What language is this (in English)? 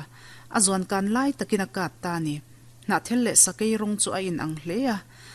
Mizo